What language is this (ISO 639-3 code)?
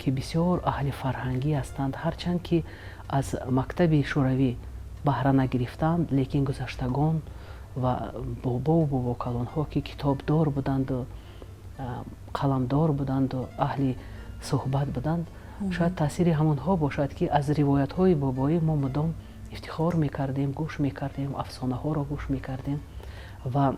tgk